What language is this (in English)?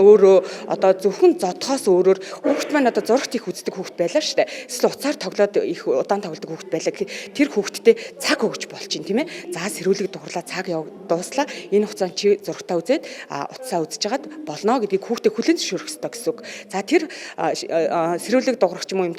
Mongolian